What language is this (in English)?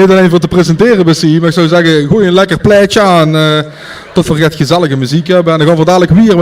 Limburgish